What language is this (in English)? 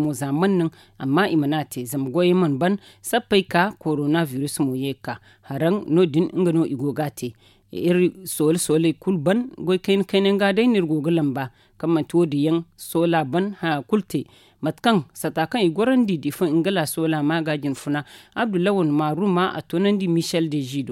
Zarma